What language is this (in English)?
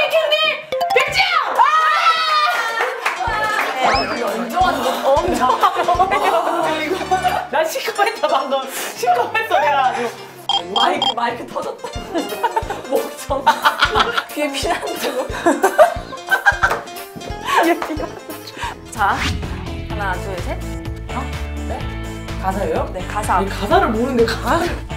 Korean